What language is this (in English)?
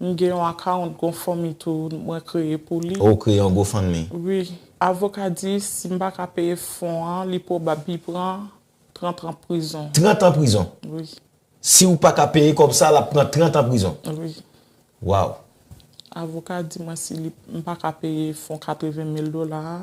Haitian Creole